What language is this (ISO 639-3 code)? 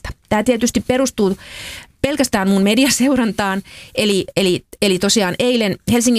fin